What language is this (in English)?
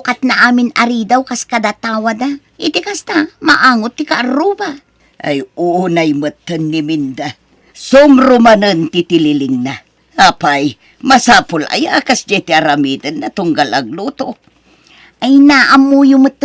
Iloko